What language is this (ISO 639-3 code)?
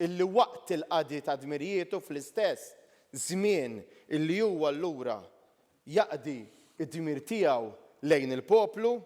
mlt